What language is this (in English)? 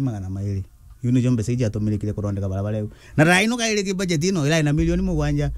Meru